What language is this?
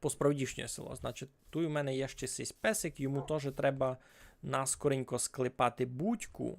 Rusyn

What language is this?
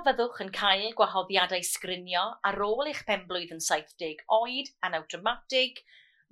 Welsh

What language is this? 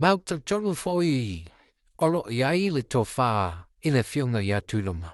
Samoan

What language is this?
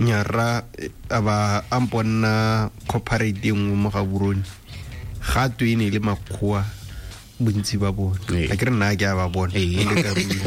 Tswana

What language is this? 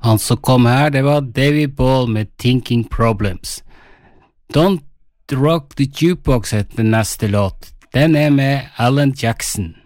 Norwegian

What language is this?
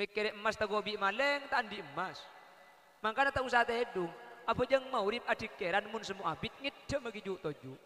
Madurese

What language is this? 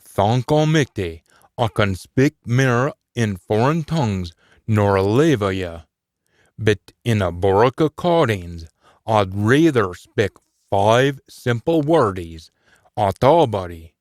Scots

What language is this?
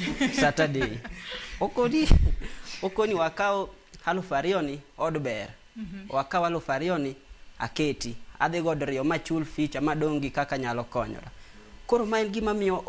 Luo (Kenya and Tanzania)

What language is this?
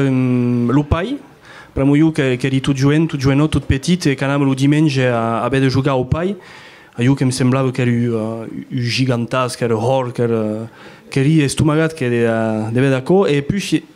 Occitan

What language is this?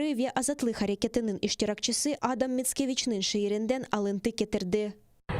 Crimean Tatar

